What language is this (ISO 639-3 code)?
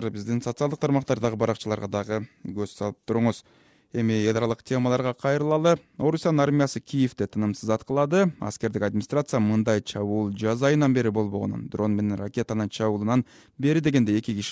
kir